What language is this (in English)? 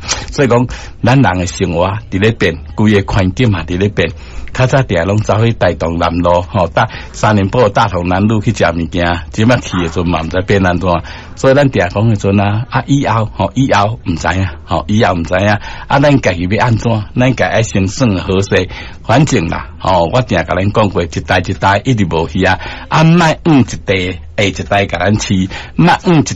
Min Nan Chinese